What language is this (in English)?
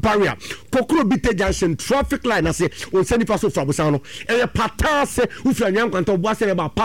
Akan